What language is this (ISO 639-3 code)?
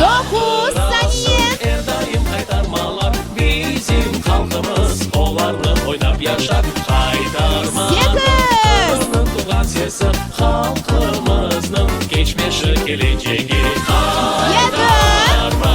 crh